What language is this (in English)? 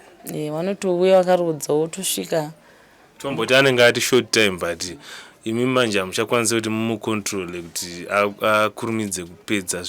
Shona